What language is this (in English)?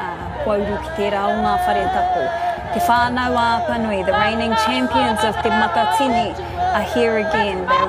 Māori